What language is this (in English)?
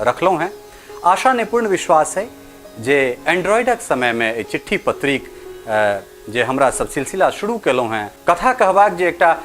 Maithili